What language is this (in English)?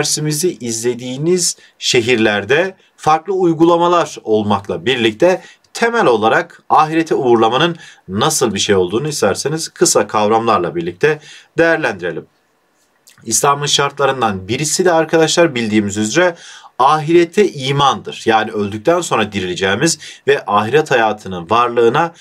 Turkish